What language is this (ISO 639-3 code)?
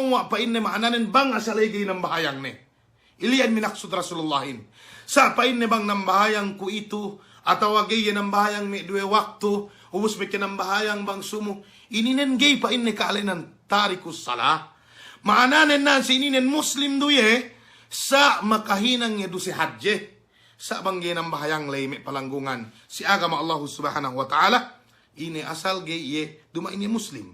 yka